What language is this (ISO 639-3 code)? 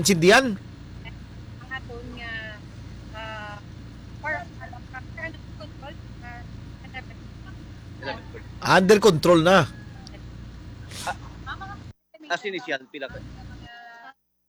hil